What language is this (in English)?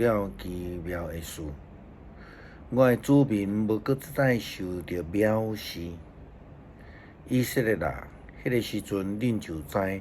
Min Nan Chinese